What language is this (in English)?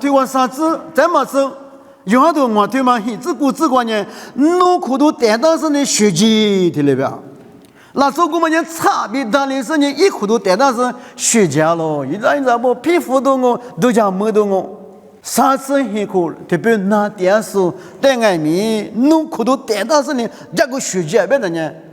Lisu